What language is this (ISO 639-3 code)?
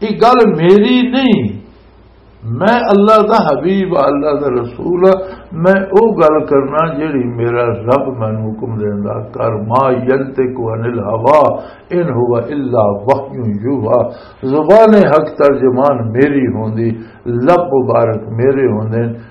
lah